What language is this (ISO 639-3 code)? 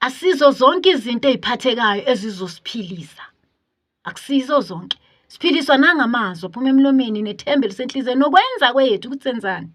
zul